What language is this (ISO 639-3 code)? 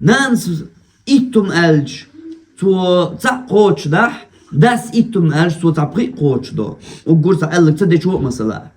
che